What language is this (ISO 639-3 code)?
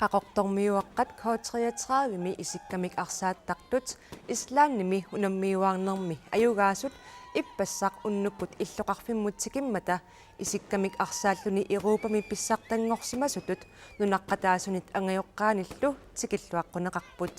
kal